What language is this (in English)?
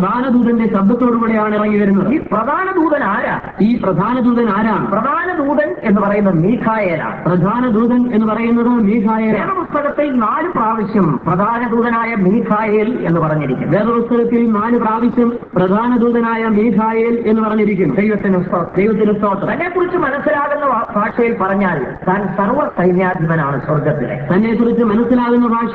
Malayalam